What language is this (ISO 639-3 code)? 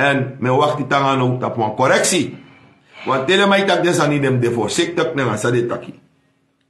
srn